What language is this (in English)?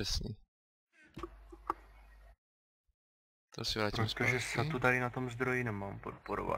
Czech